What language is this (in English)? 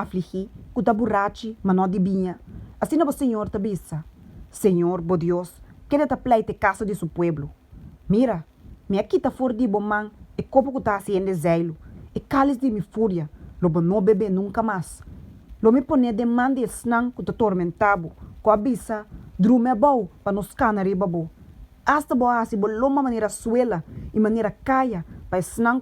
Papiamento